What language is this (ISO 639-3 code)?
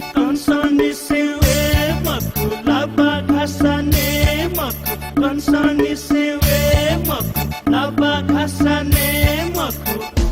new